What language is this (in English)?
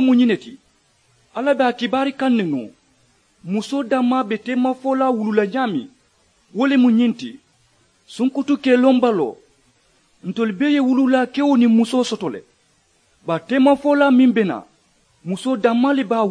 Mandingo